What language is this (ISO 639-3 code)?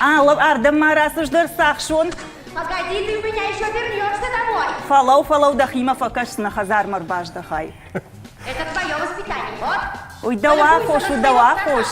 oss